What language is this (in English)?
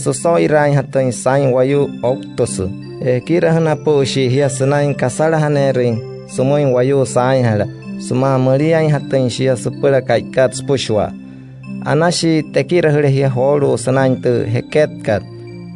Wayuu